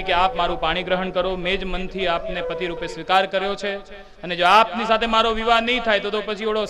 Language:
Gujarati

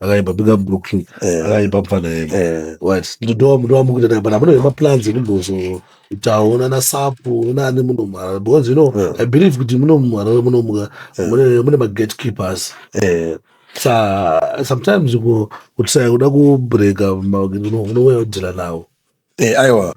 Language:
Shona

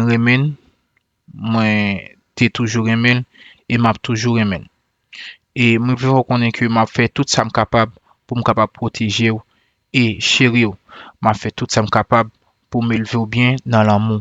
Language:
Haitian Creole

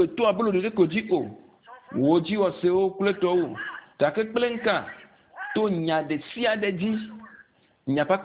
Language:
Ewe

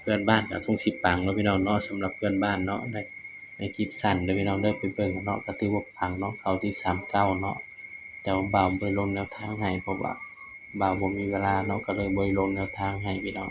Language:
Northeastern Thai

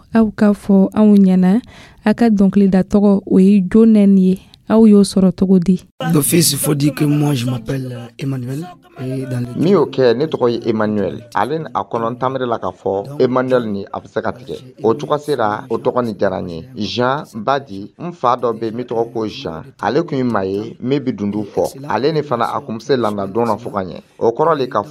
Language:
Dyula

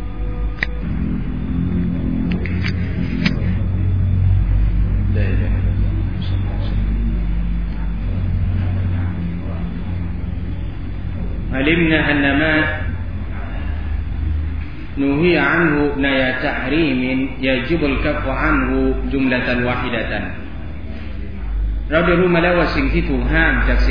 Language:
Thai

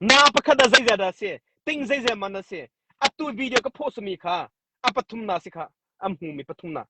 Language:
Hakha Chin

